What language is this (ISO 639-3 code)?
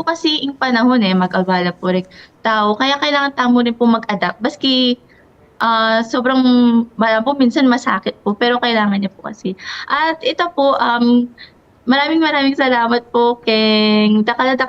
pam